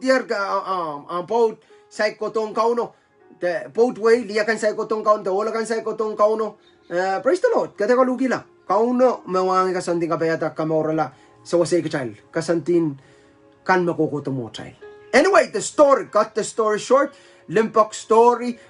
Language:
Pohnpeian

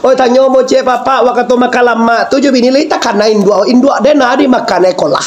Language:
Minangkabau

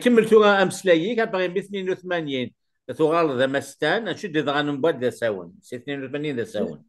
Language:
Kabyle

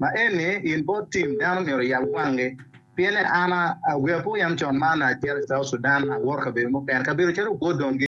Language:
Acoli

